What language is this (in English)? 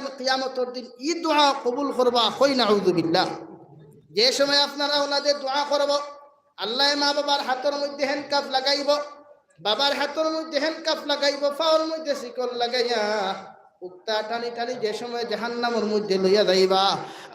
Sylheti